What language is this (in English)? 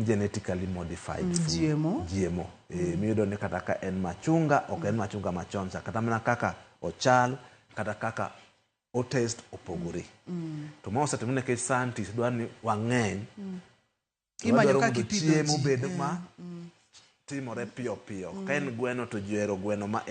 Luo (Kenya and Tanzania)